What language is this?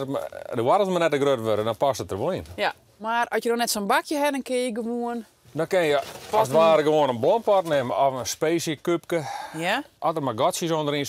Western Frisian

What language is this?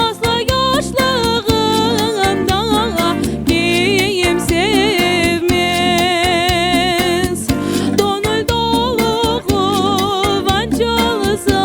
Crimean Tatar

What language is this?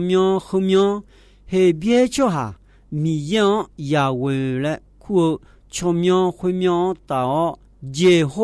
Akha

